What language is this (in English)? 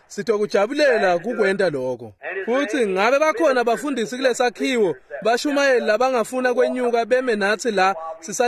Swati